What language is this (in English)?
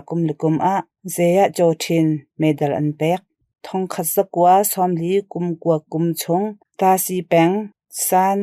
Hakha Chin